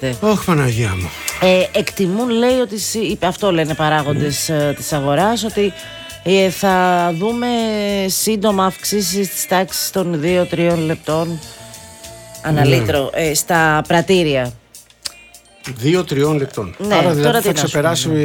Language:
Greek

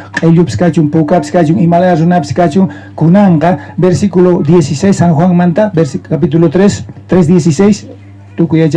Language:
South Bolivian Quechua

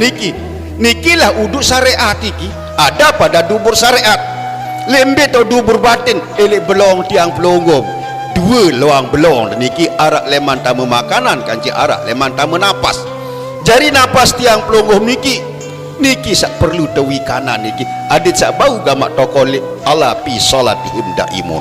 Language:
Sasak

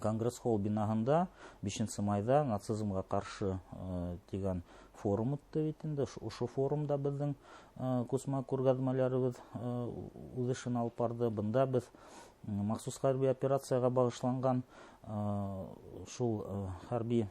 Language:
Bashkir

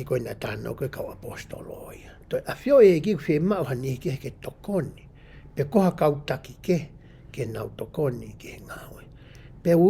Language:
Tongan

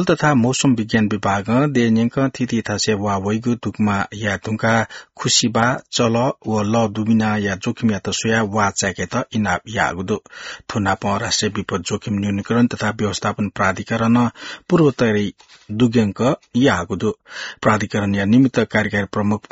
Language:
Newari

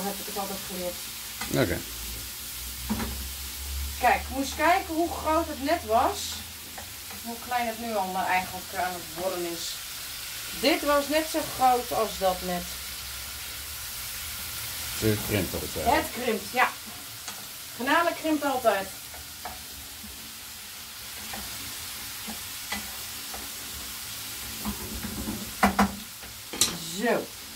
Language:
Dutch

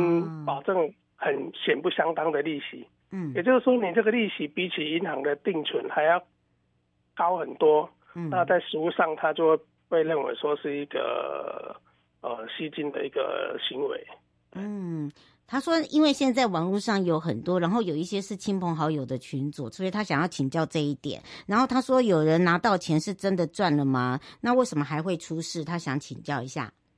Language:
Chinese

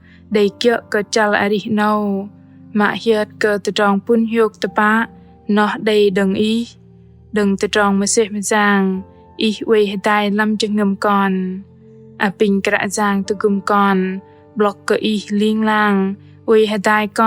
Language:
Bahnar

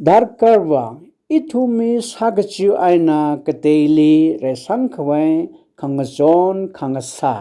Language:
Tangkhul Naga (India)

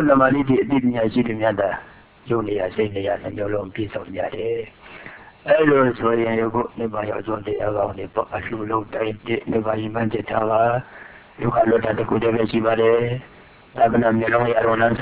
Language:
Burmese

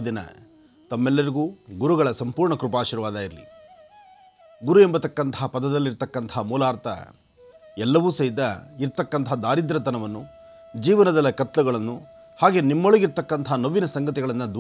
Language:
Kannada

